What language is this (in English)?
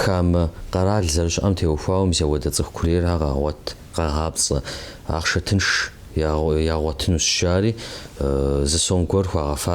Kabardian